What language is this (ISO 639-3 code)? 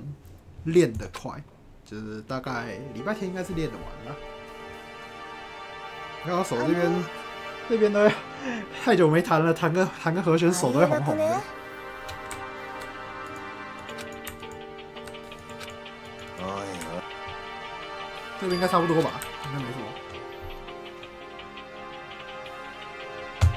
zho